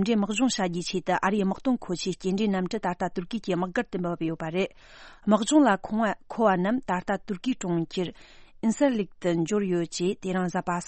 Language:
Tibetan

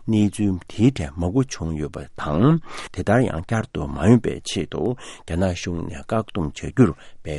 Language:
Tibetan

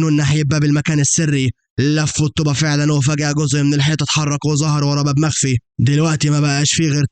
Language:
Egyptian Arabic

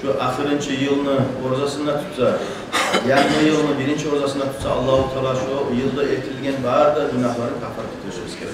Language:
Kumyk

